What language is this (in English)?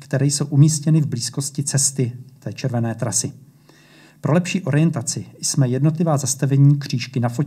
Czech